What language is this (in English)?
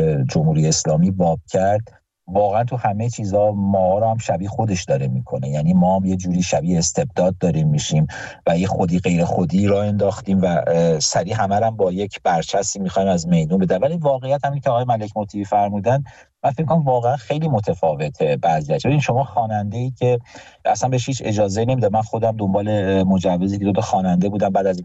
Persian